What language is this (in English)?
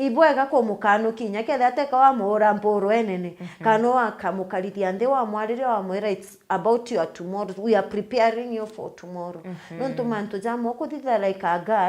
Meru